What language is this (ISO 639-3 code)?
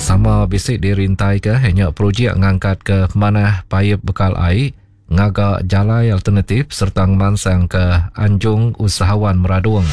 iba